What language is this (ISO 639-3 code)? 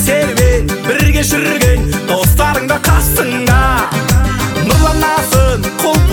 kaz